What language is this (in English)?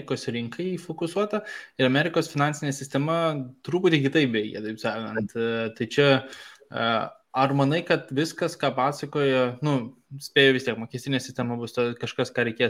Lithuanian